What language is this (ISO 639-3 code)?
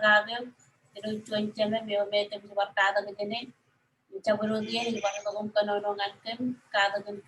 mah